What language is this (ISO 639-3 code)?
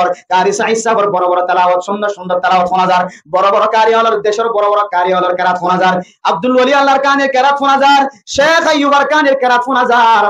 rhg